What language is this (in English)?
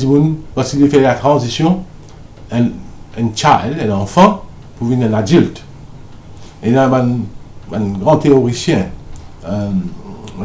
Morisyen